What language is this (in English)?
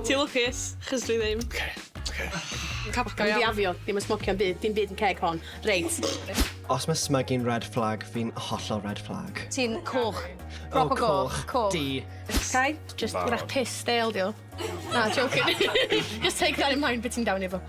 Welsh